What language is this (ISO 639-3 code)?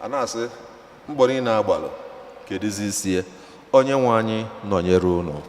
ibo